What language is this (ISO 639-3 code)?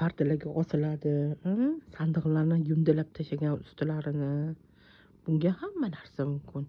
uzb